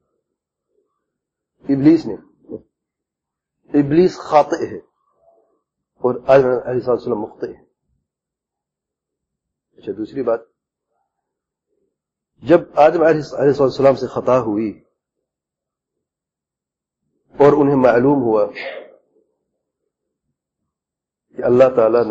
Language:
Urdu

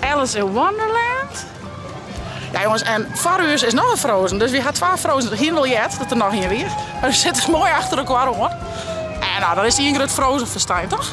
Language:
Western Frisian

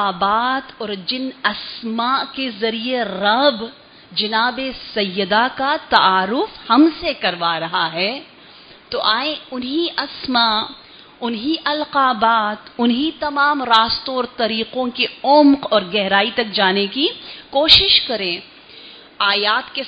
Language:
Urdu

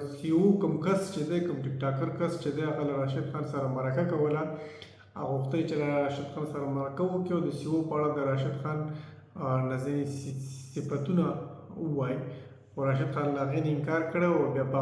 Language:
Pashto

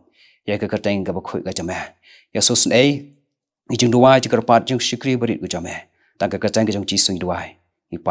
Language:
Khasi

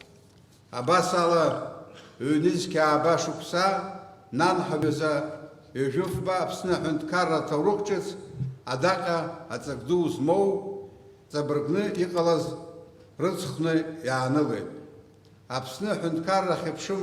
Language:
Abkhazian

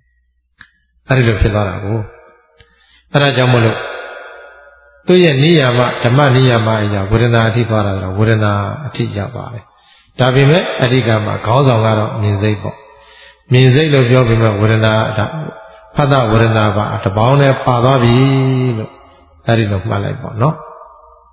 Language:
Burmese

